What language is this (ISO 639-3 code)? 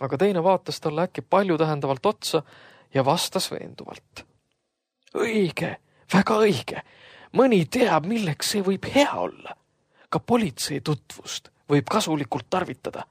est